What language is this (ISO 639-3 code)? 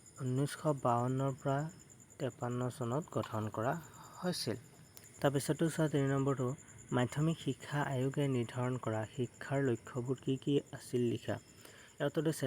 asm